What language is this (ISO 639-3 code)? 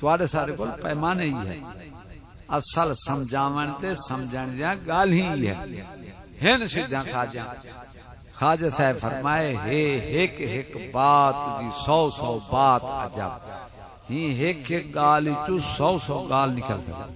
skr